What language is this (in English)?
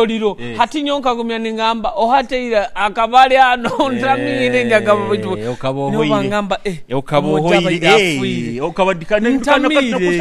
Nyoro